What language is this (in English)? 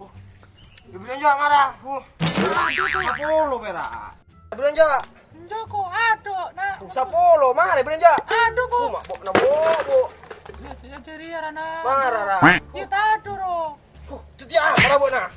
Madurese